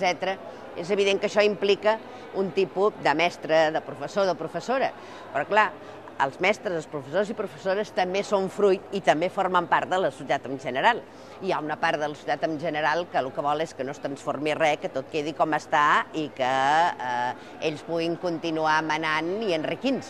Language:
Catalan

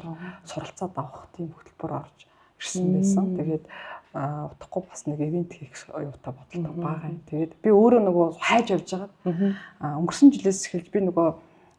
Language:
Mongolian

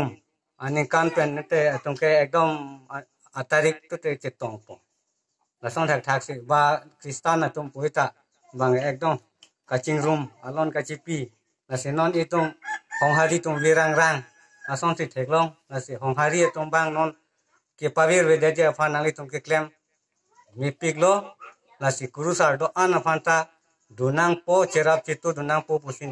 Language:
Karbi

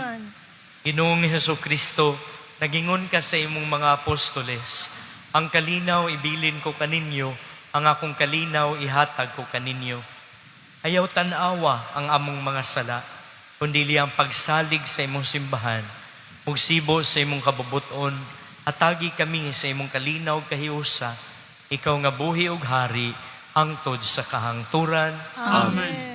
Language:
Cebuano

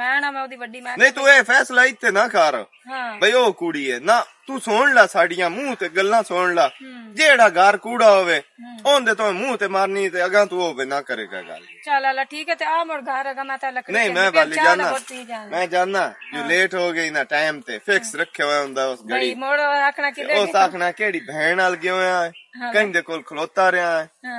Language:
Western Panjabi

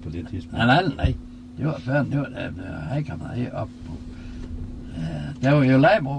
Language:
Danish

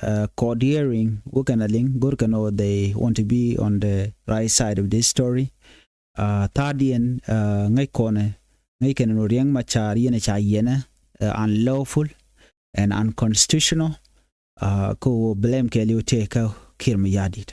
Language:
Nuer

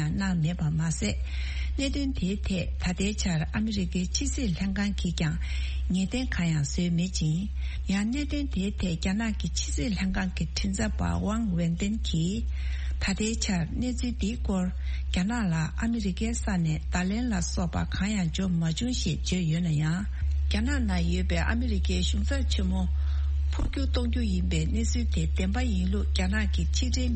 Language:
Tibetan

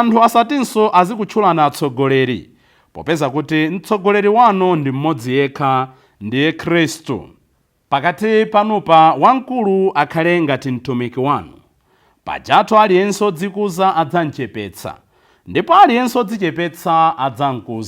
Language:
Nyanja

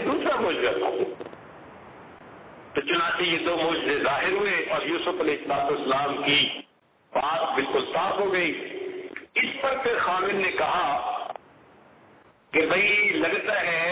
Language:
Urdu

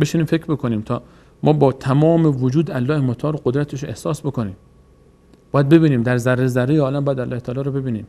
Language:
Persian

